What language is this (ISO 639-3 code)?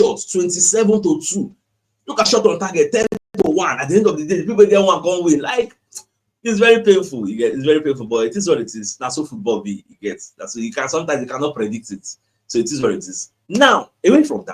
pcm